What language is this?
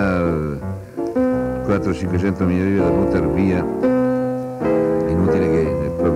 Italian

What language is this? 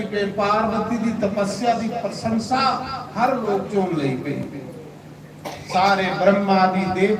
Dogri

